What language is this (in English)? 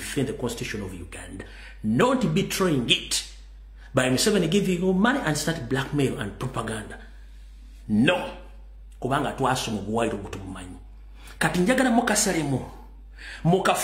Ganda